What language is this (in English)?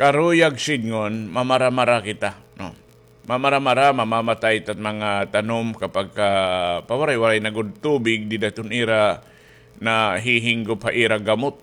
Waray